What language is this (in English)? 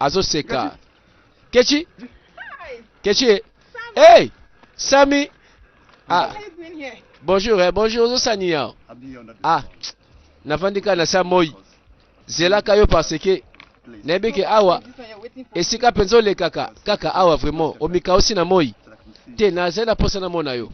Lingala